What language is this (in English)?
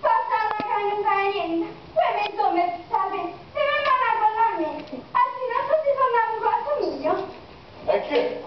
Neapolitan